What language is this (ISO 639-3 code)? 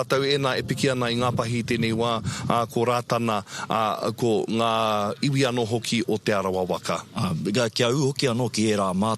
mri